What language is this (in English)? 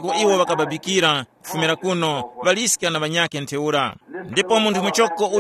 Tumbuka